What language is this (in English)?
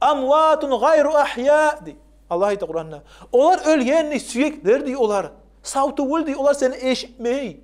Kumyk